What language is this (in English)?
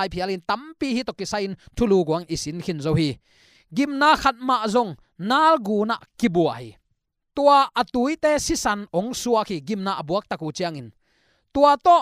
Tedim Chin